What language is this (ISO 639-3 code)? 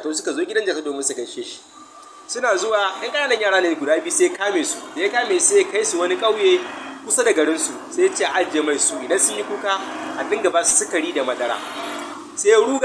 hau